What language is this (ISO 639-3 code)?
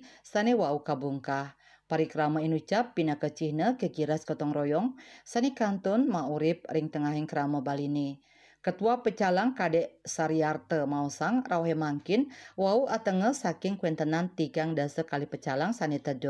ban